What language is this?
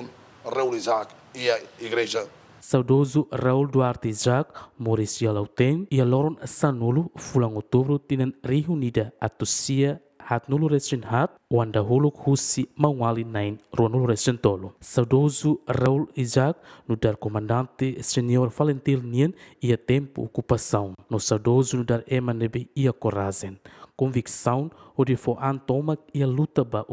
Tetum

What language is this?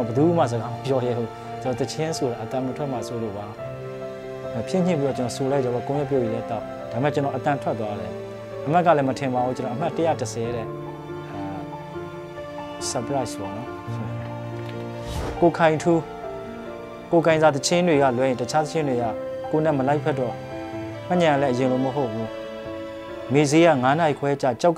Burmese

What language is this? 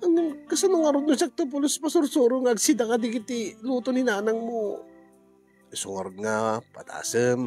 Iloko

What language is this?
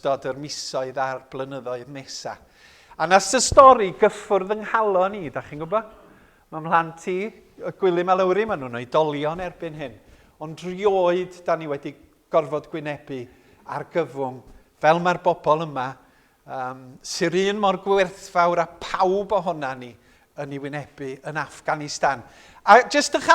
Welsh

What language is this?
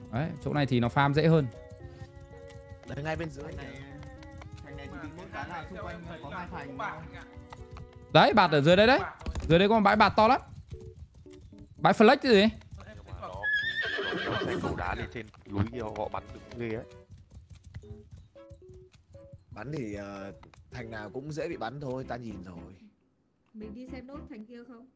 Vietnamese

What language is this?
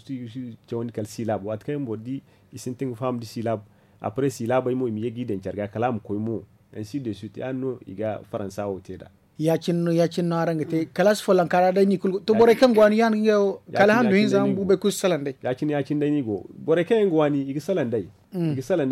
Zarma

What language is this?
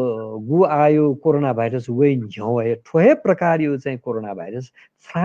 Newari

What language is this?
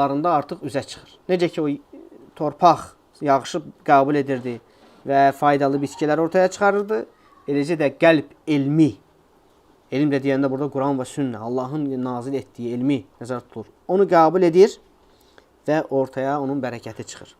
Azerbaijani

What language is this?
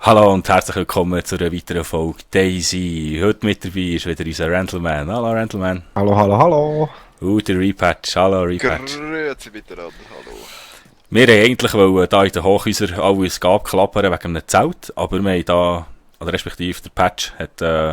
Swiss German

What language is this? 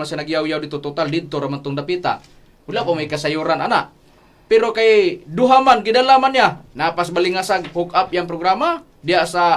Cebuano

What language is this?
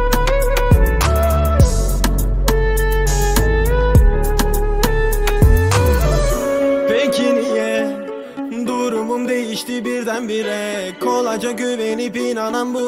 Turkish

